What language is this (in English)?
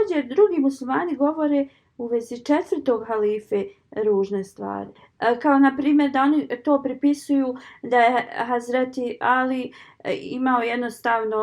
Bosnian